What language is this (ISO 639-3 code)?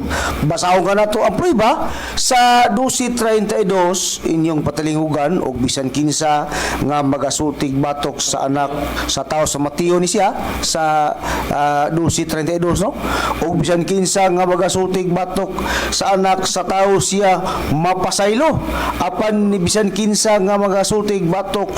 ceb